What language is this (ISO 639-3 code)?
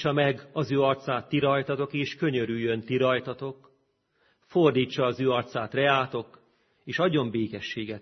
hun